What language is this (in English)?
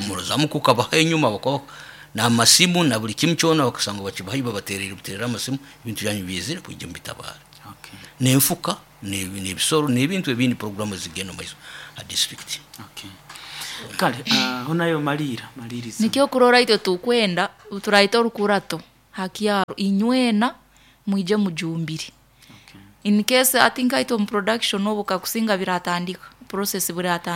Nyoro